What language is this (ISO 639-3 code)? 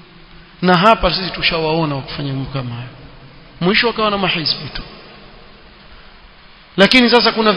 swa